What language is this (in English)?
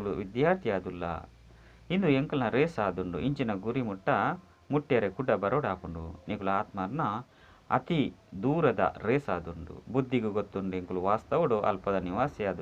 Tulu